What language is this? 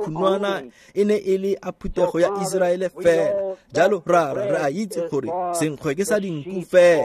Tswana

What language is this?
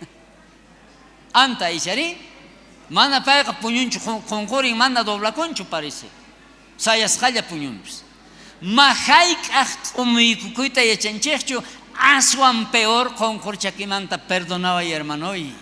South Bolivian Quechua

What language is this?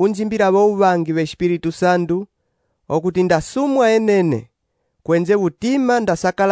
Umbundu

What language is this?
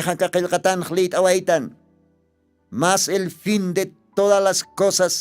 Aymara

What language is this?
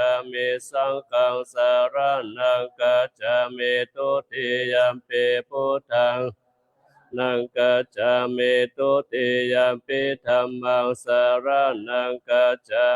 Pali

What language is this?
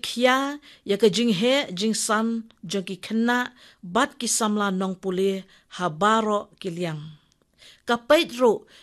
Khasi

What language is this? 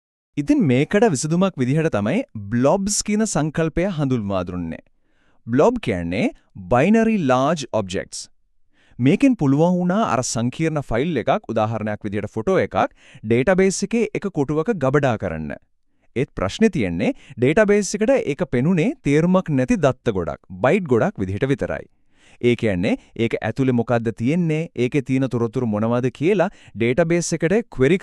Sinhala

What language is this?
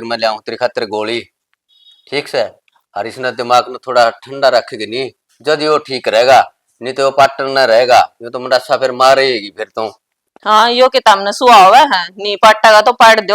Haryanvi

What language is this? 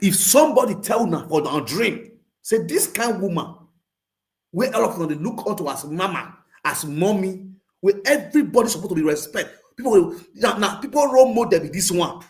Nigerian Pidgin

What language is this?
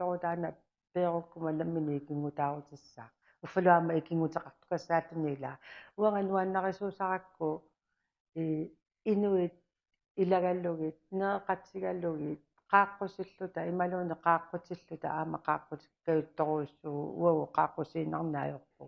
Kalaallisut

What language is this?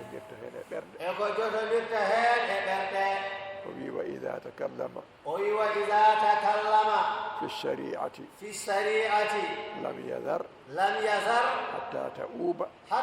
Fula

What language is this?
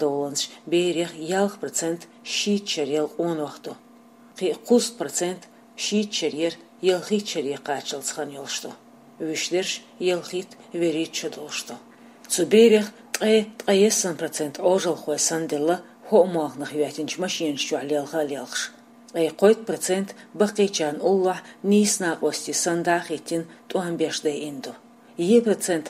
Chechen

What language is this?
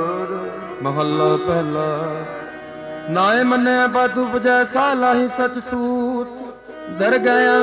Punjabi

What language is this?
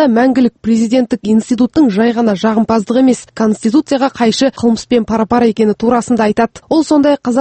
Kazakh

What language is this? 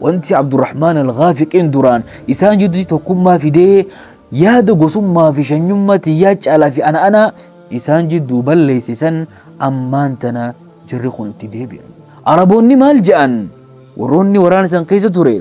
Oromo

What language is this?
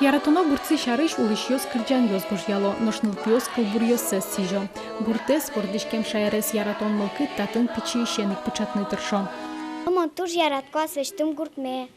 Udmurt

